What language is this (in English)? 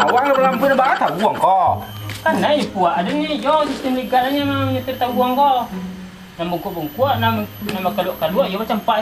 Minangkabau